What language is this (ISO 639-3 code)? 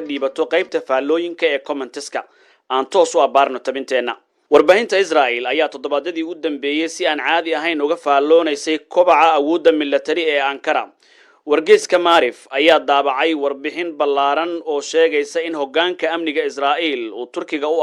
som